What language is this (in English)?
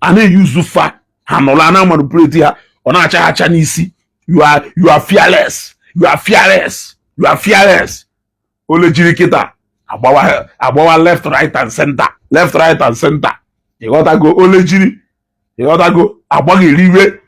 Igbo